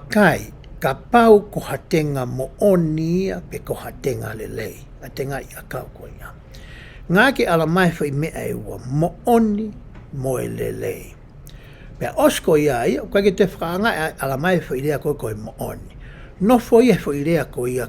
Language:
Tongan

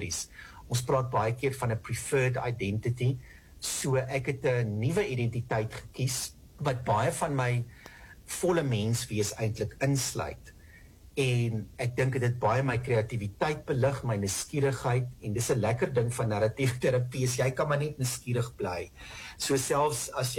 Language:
Afrikaans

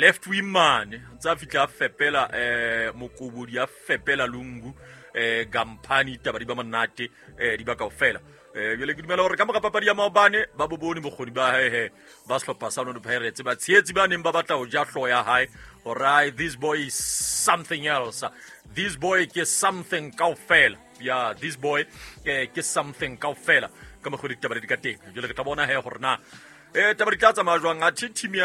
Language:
Southern Sotho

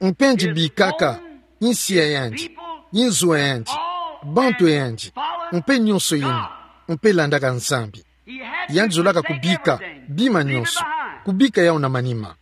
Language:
Kituba (Democratic Republic of Congo)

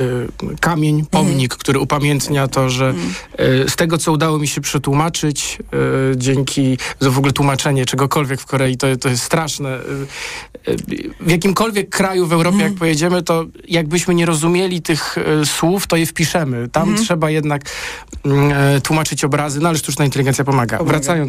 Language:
Polish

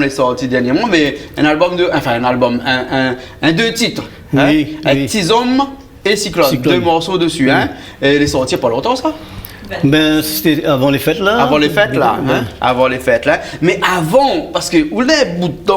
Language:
Réunion Creole French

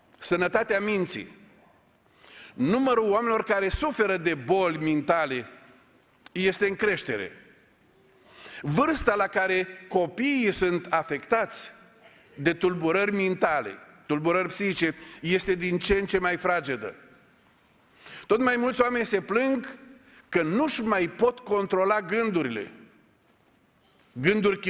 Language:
Romanian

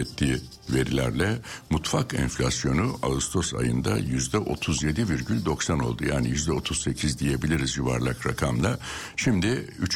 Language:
Turkish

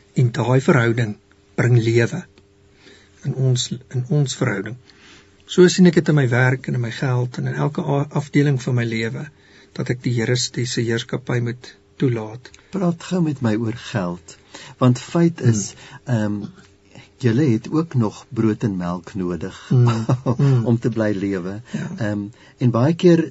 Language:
Afrikaans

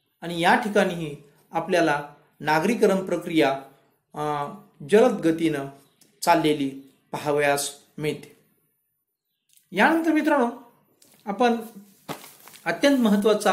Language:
Marathi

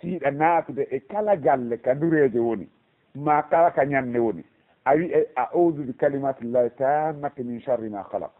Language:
Fula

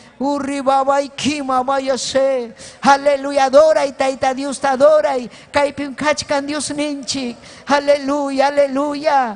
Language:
Ayacucho Quechua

